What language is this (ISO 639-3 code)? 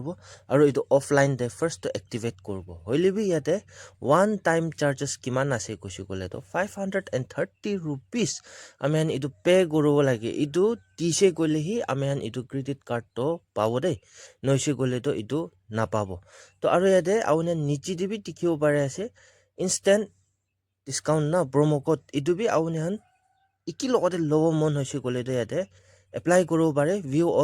nag